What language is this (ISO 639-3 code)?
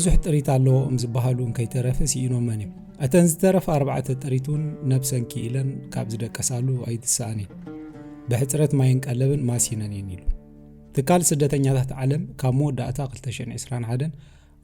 tir